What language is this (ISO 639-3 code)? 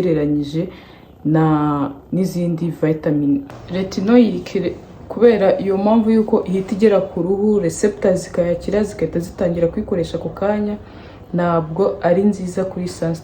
kin